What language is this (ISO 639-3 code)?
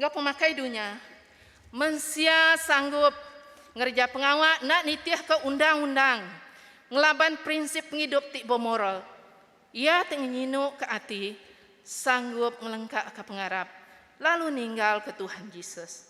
iba